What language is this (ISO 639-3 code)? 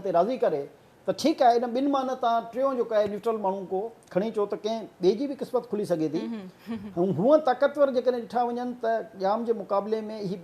snd